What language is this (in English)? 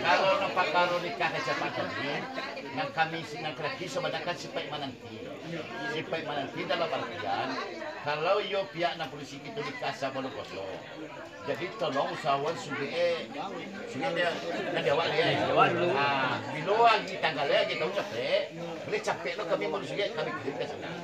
Minangkabau